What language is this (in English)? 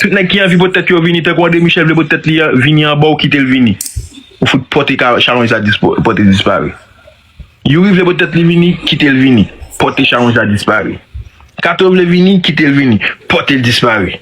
Haitian Creole